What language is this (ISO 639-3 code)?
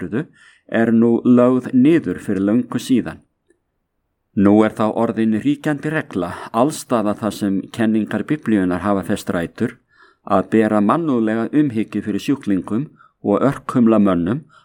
isl